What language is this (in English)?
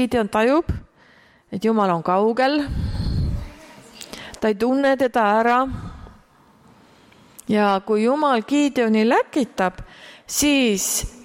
Estonian